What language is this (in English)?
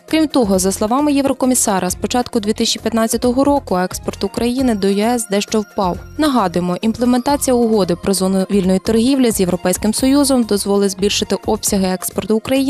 Ukrainian